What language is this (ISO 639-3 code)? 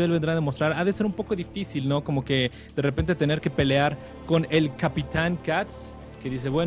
spa